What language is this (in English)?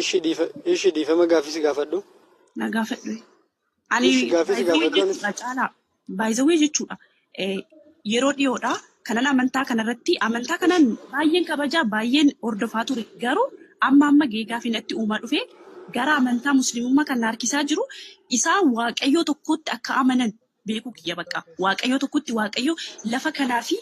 Oromo